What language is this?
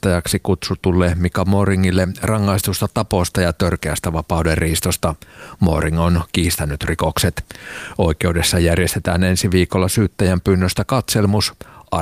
Finnish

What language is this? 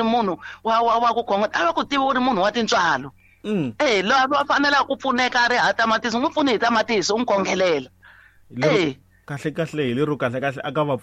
Tsonga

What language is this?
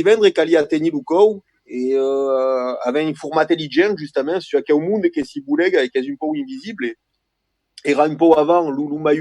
Occitan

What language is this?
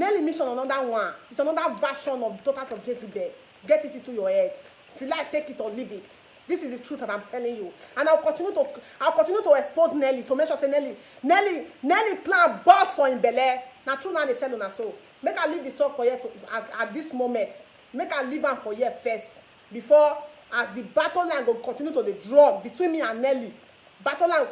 Nigerian Pidgin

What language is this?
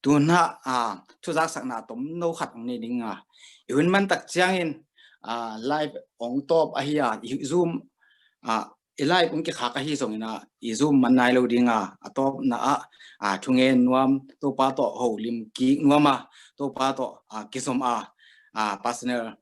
Tedim Chin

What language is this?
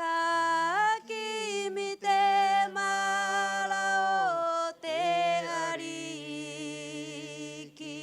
Rapanui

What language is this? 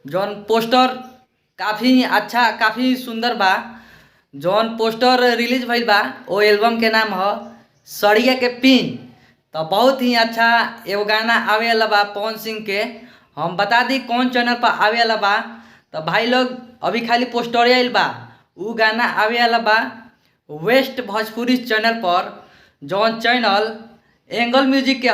Bhojpuri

